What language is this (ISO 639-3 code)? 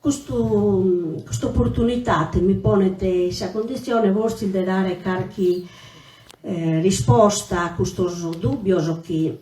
srd